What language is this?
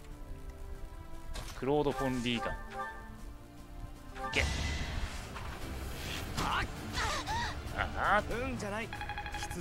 Japanese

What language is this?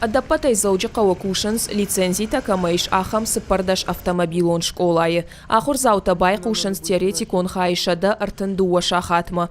Ossetic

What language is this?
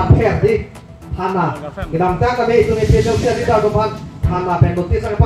Karbi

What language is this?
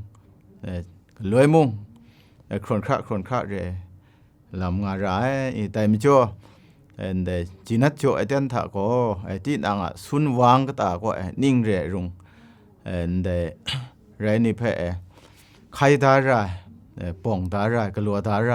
Kachin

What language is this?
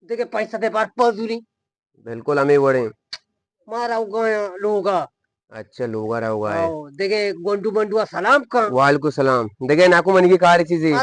Eastern Balochi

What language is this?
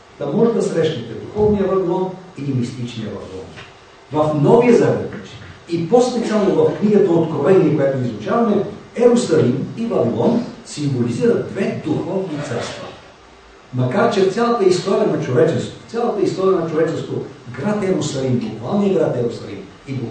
Bulgarian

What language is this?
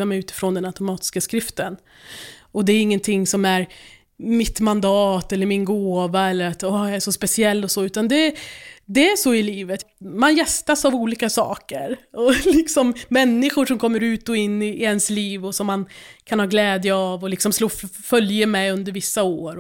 Swedish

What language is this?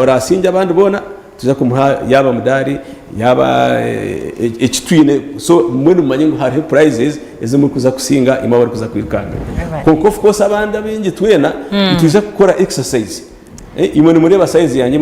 Nyankole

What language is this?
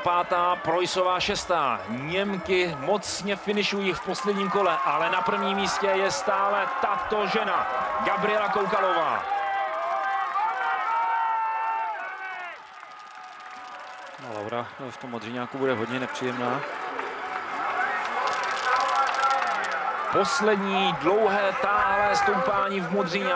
Czech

